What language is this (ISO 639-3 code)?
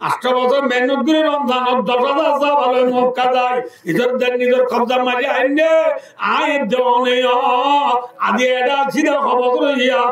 rhg